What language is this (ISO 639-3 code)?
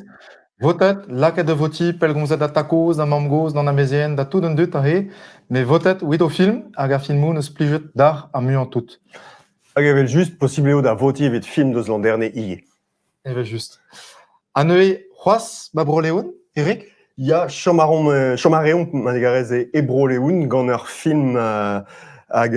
bre